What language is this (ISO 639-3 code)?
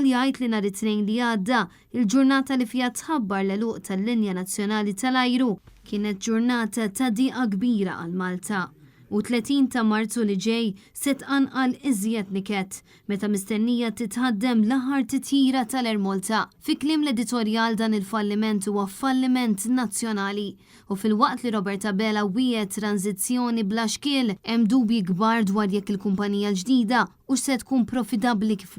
mlt